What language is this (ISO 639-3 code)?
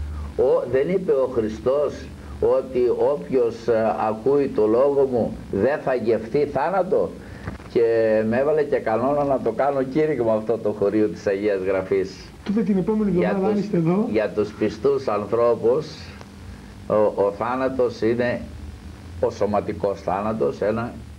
ell